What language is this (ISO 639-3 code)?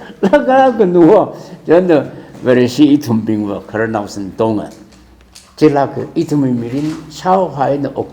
nmf